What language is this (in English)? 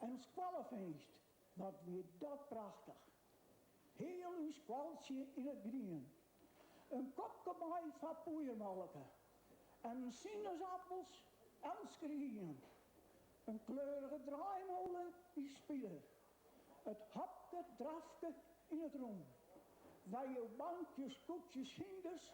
Western Frisian